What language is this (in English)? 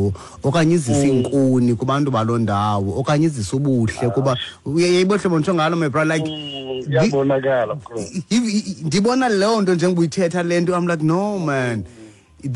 Xhosa